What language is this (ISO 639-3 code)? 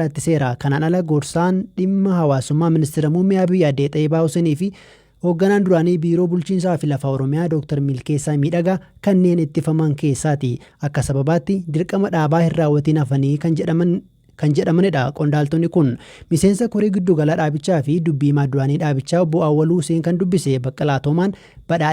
orm